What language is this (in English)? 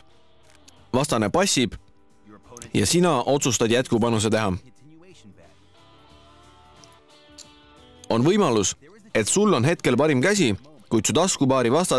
Estonian